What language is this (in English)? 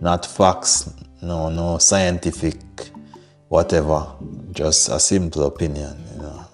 Jamaican Creole English